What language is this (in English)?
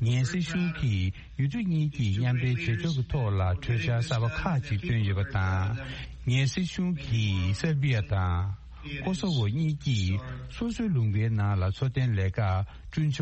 Tibetan